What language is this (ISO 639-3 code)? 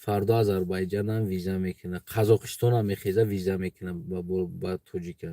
tgk